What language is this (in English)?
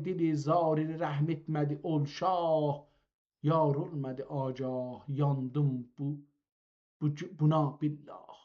South Azerbaijani